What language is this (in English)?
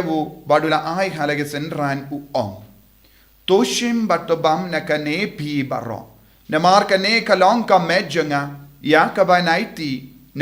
Khasi